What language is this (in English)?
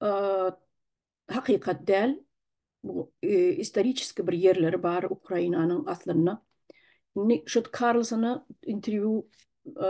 Turkmen